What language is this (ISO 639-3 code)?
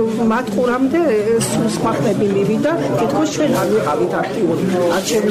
kat